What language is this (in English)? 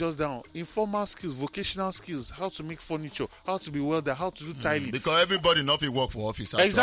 Nigerian Pidgin